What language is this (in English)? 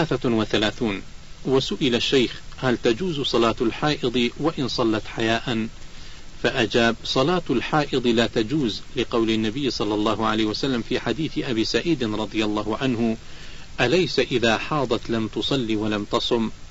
Arabic